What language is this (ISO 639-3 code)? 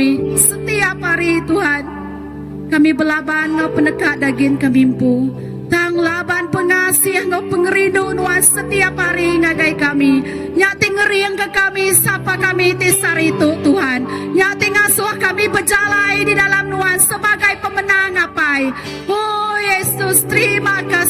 iba